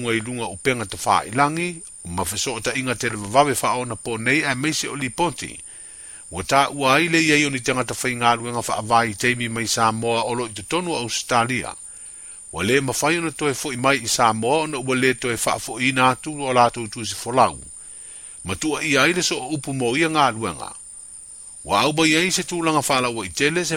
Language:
Samoan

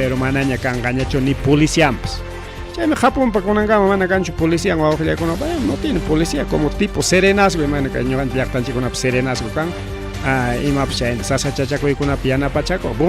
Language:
Ayacucho Quechua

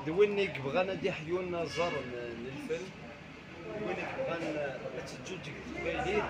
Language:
Kabyle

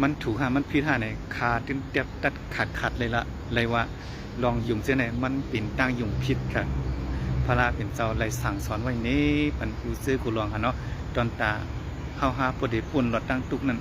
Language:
Shan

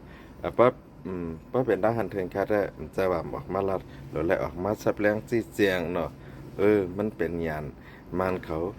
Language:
Shan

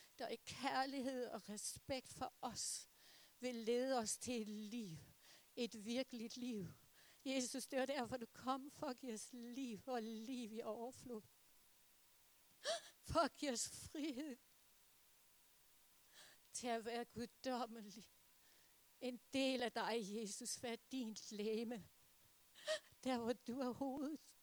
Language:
Danish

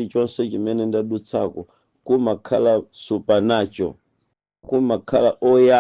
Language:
Nyanja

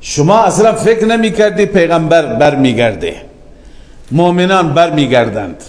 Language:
Persian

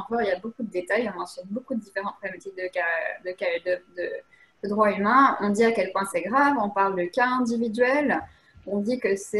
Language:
French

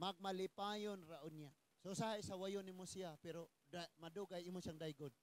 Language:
Cebuano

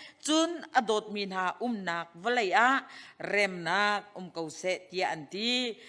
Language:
Hakha Chin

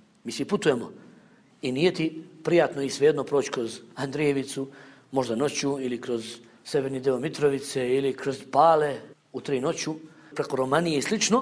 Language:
Bosnian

